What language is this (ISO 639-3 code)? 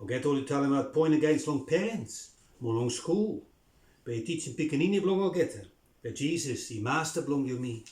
bis